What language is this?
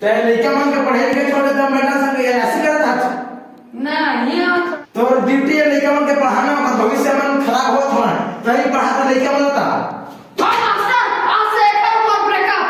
Chhattisgarhi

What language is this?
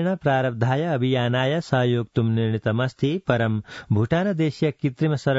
Sanskrit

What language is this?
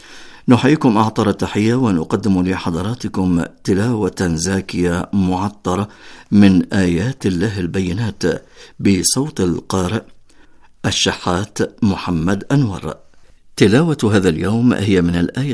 Arabic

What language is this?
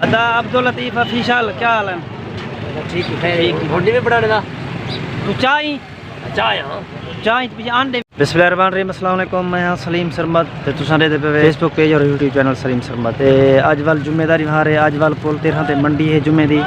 Saraiki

